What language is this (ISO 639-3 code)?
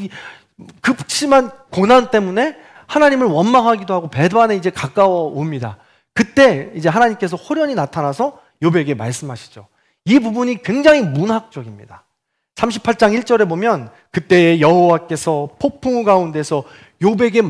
kor